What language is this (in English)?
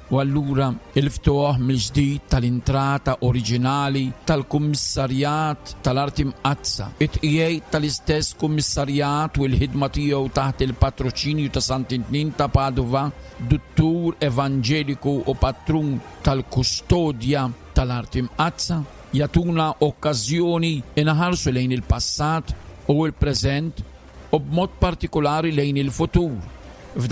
Maltese